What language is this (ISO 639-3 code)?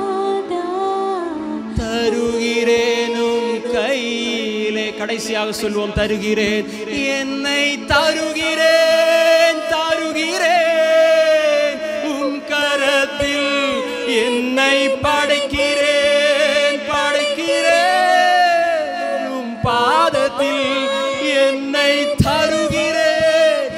tam